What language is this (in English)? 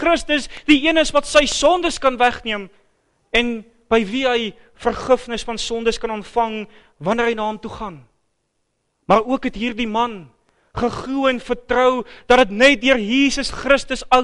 Afrikaans